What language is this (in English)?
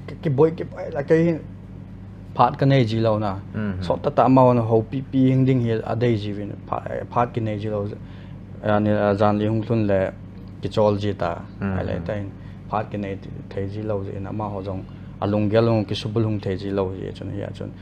Paite Chin